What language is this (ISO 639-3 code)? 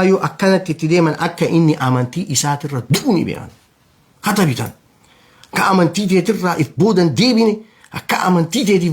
orm